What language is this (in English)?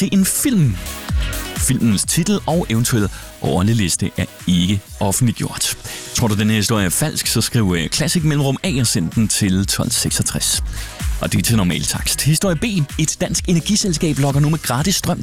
Danish